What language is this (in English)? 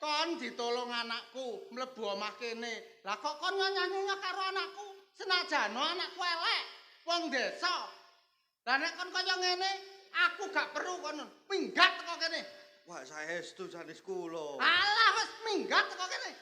Javanese